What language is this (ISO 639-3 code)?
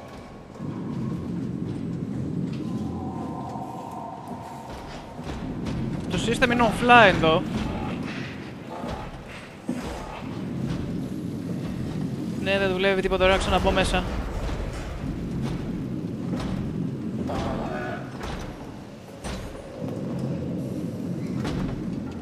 ell